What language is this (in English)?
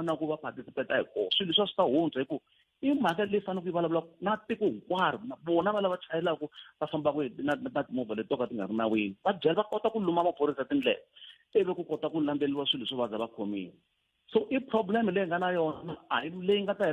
Tsonga